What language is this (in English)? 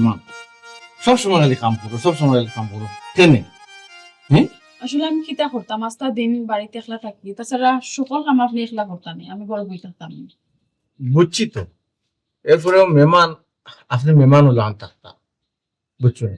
Sylheti